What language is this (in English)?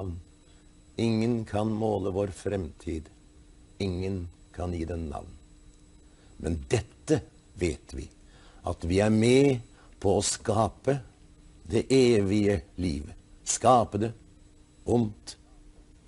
Norwegian